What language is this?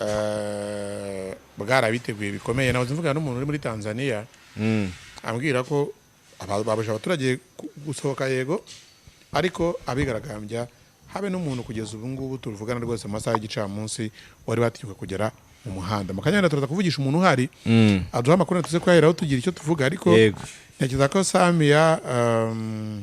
Kinyarwanda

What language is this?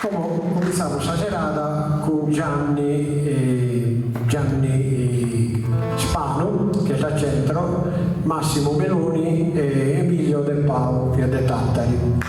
Sardinian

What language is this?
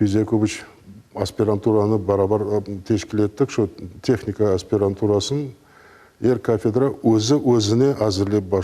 Crimean Tatar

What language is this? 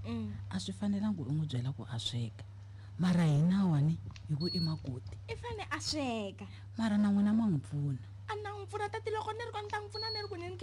Tsonga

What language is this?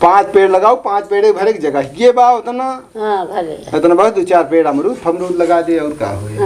Awadhi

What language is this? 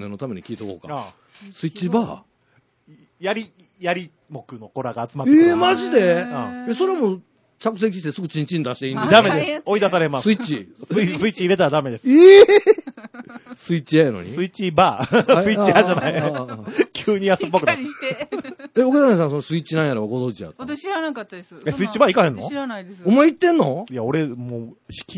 Japanese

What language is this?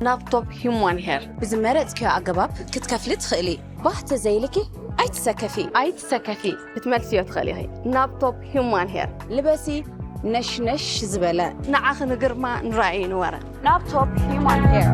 Tigrinya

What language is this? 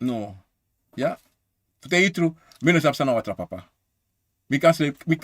Sranan Tongo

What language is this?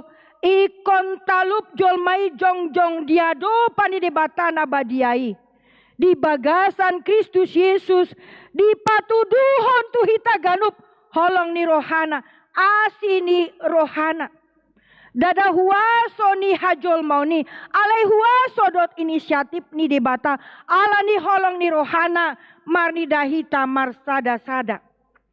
Batak Toba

